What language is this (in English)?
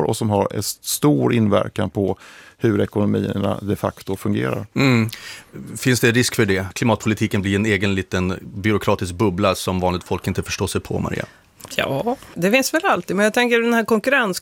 Swedish